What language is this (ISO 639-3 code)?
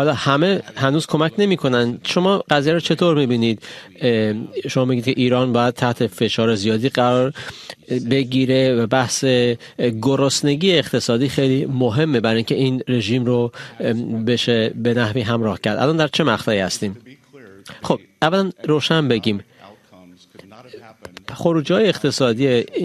fas